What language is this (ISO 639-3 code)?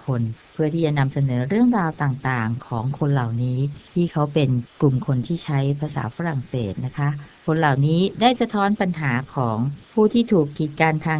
tha